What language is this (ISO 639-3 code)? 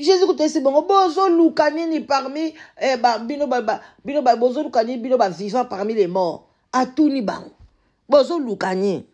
lin